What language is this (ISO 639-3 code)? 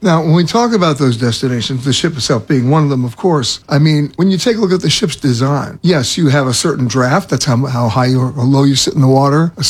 eng